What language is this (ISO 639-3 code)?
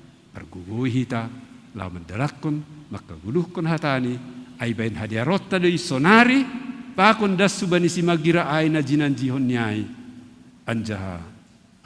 bts